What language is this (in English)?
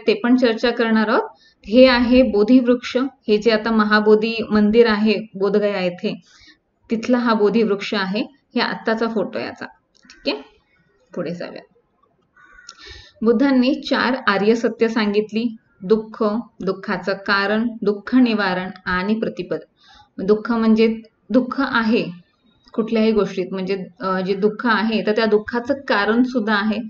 Marathi